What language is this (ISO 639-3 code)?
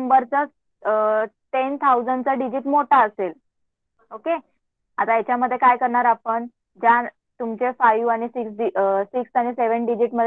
mar